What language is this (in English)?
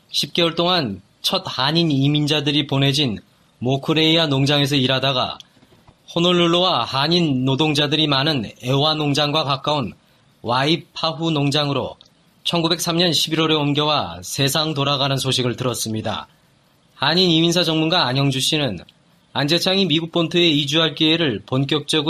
Korean